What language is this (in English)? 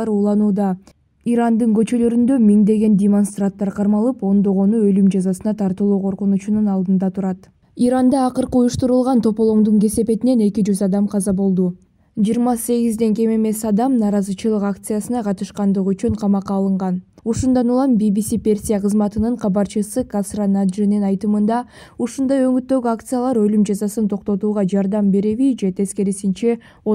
Kyrgyz